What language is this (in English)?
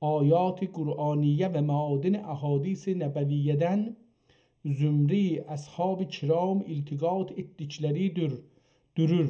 South Azerbaijani